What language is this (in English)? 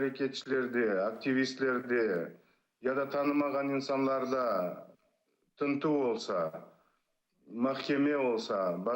Crimean Tatar